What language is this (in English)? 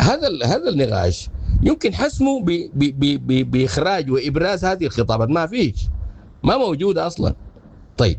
Sudanese Arabic